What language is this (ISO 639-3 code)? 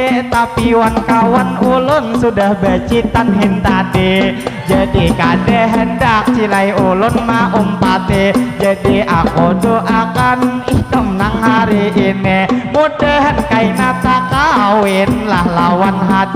bjn